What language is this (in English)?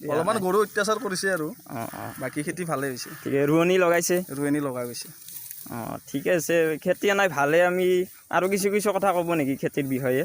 Assamese